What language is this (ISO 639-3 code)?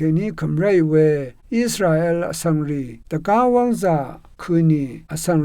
raw